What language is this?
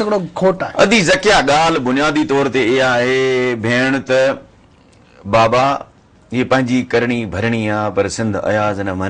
Sindhi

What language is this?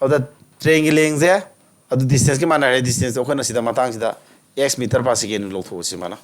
Manipuri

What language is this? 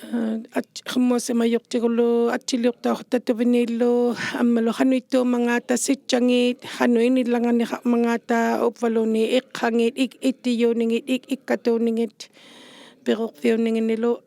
Inuktitut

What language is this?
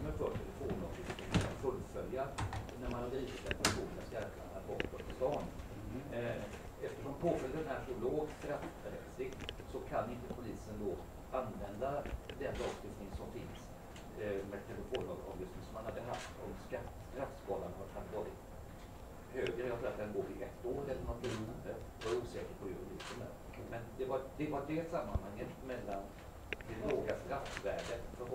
Swedish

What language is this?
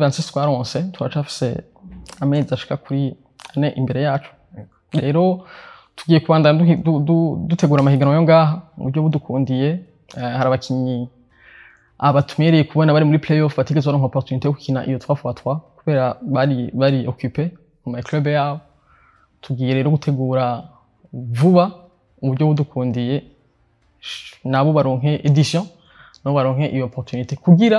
Rundi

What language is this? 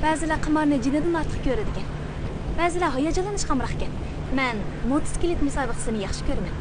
Uyghur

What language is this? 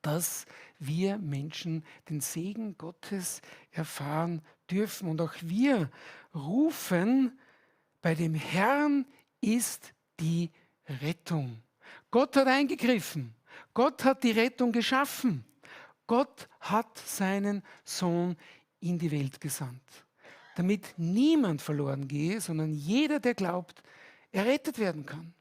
Swiss German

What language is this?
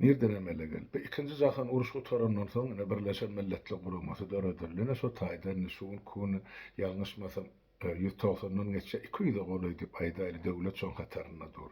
Turkmen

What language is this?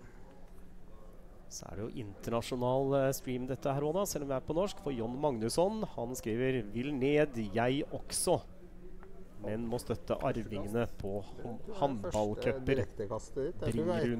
Norwegian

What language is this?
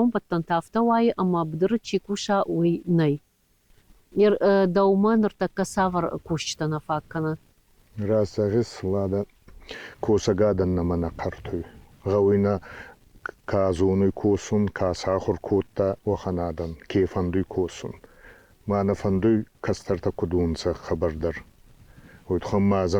Ossetic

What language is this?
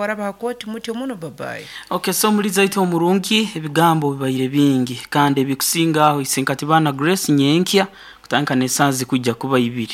Nyoro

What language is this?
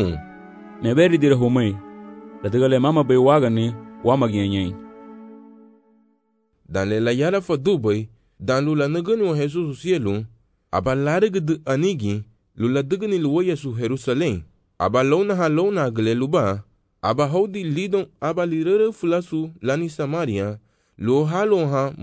Garifuna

